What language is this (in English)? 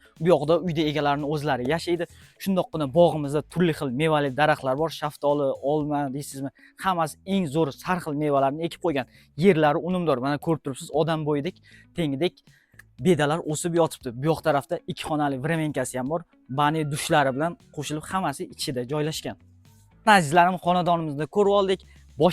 Uzbek